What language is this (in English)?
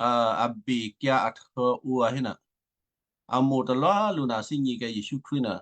Western Kayah